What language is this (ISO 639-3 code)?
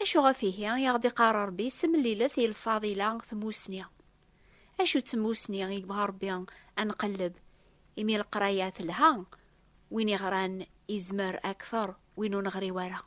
kab